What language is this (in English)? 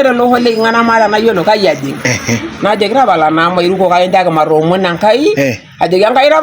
Masai